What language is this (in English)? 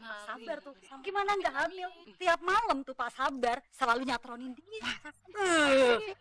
Betawi